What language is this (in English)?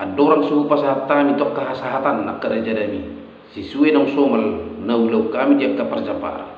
Batak Toba